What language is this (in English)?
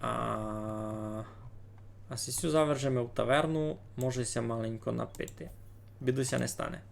Rusyn